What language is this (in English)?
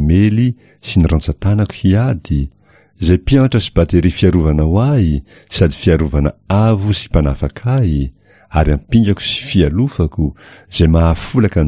Malagasy